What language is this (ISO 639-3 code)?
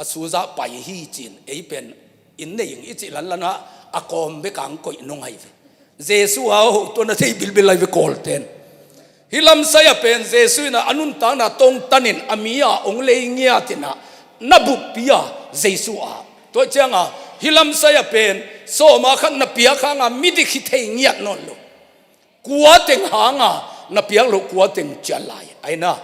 ctd